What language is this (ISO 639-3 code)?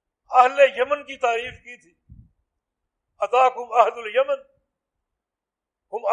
urd